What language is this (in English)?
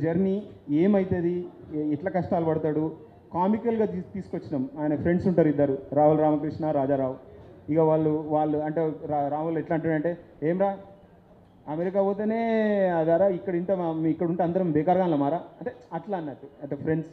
Telugu